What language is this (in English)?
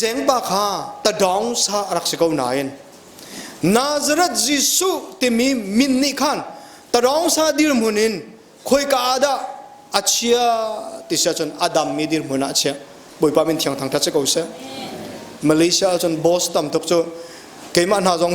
Hakha Chin